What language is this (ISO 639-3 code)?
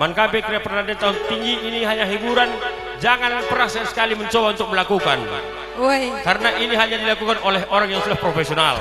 btx